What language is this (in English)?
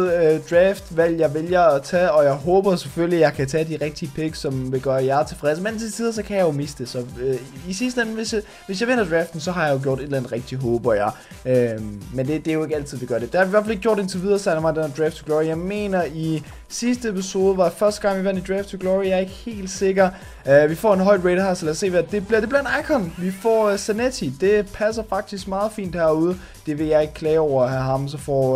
Danish